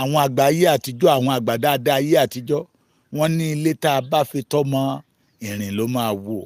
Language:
Yoruba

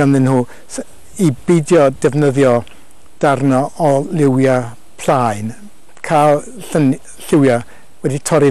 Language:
Welsh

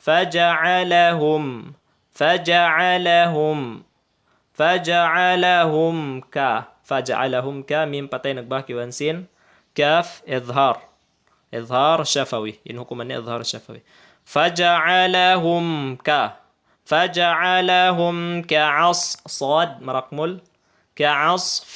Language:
Tausug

